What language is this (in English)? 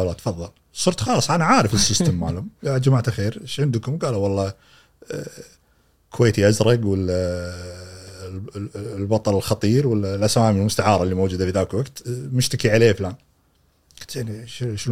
Gulf Arabic